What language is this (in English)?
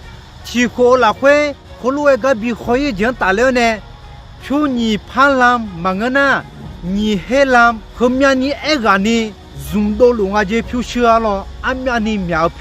Akha